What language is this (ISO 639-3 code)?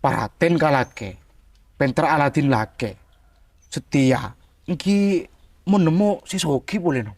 mad